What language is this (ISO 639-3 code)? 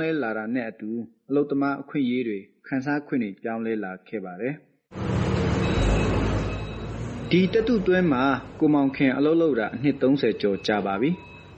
mya